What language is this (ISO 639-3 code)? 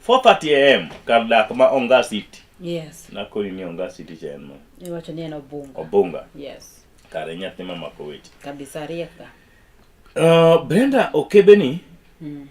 luo